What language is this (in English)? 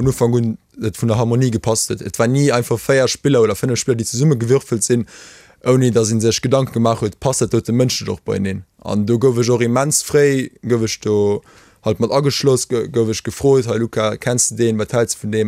Luxembourgish